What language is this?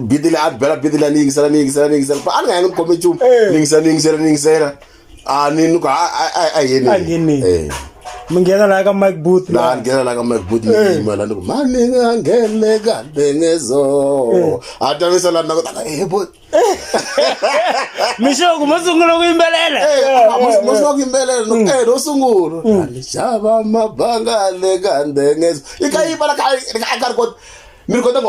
Tsonga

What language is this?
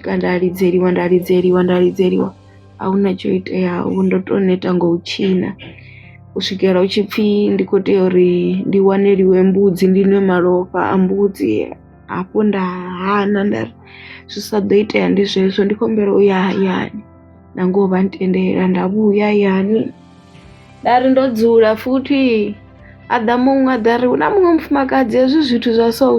Venda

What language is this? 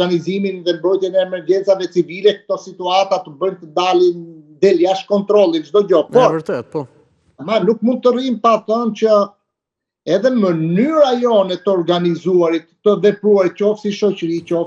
Albanian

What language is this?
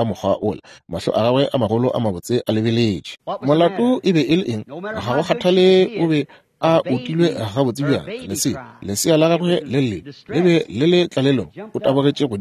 Northern Sotho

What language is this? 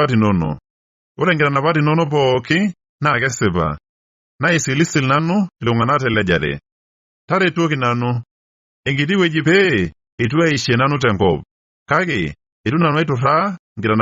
Masai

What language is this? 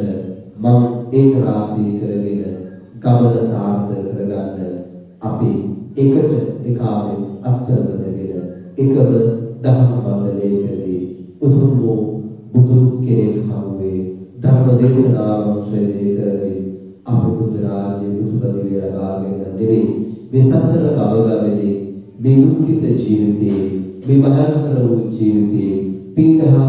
Sinhala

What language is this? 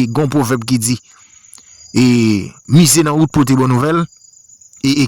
Haitian Creole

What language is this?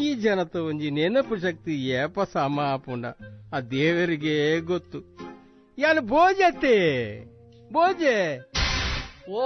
Tulu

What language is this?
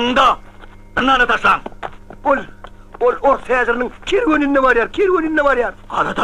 Turkmen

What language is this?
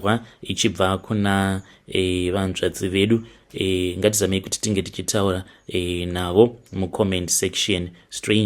Shona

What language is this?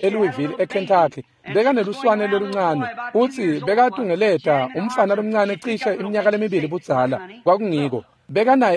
Swati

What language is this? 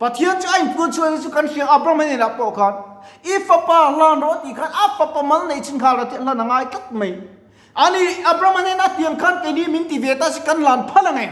Mizo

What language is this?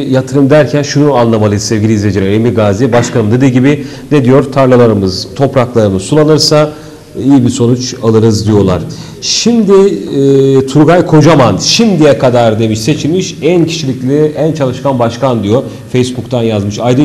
Turkish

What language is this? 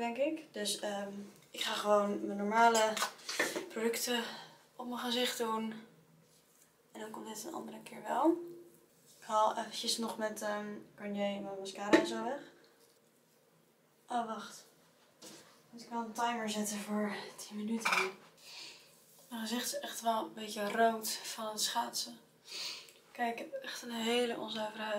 Dutch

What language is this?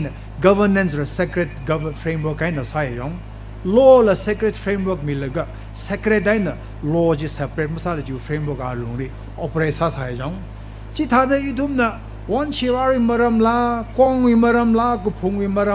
Tangkhul Naga (India)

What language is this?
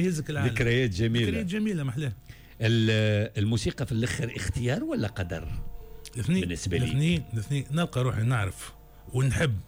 Tunisian Arabic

